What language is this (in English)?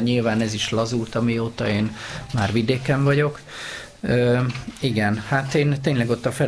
Hungarian